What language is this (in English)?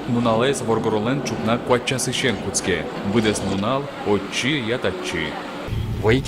Udmurt